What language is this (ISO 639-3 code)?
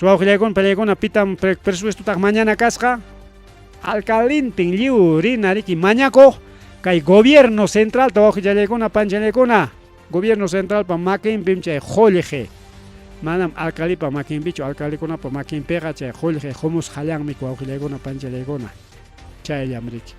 quy